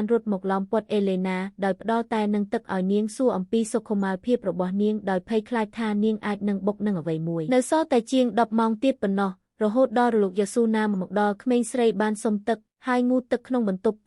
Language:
Khmer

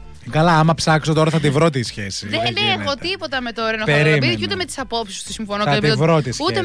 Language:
Greek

